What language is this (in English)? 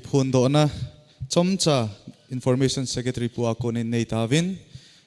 Thado Chin